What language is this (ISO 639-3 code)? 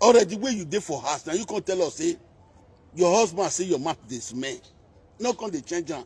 pcm